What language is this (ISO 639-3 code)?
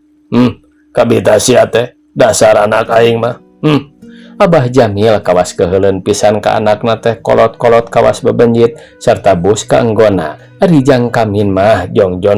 sun